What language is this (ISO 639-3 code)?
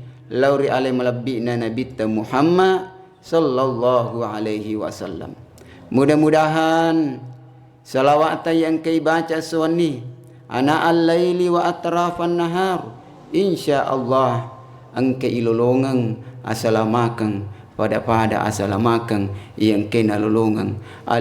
bug